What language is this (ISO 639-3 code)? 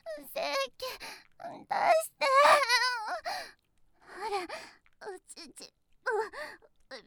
jpn